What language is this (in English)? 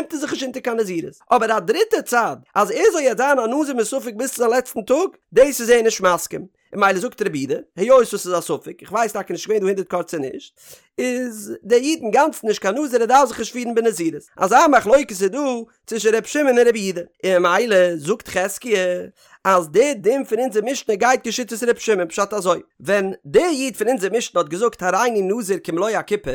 Yiddish